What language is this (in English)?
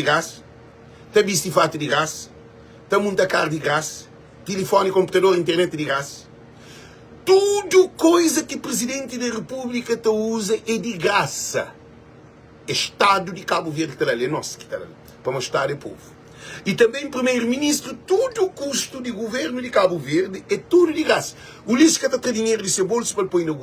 Kabuverdianu